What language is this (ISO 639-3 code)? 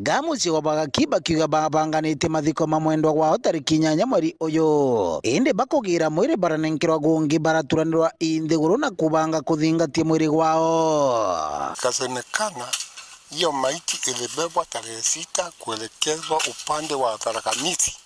mer